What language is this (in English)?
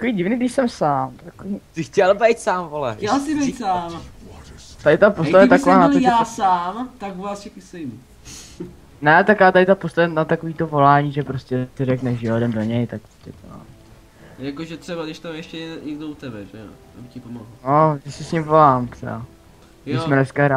Czech